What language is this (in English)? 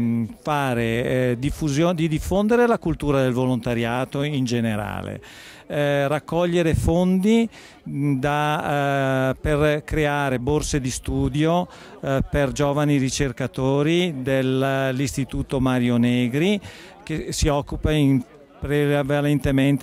Italian